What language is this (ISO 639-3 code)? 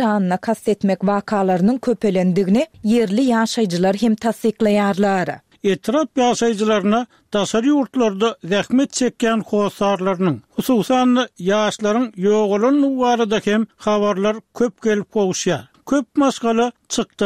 tuk